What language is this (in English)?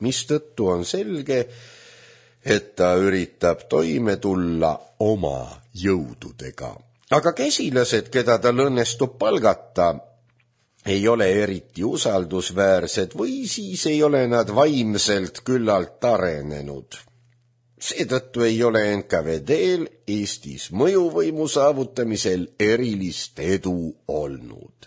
Estonian